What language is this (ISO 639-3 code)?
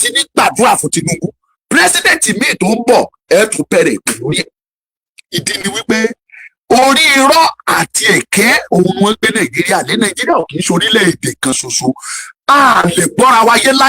yor